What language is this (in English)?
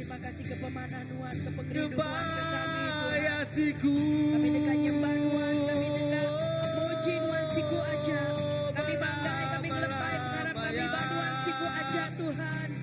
Iban